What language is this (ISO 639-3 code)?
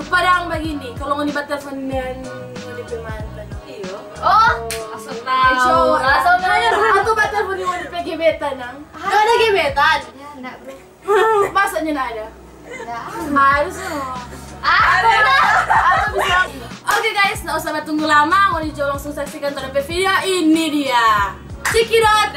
xmm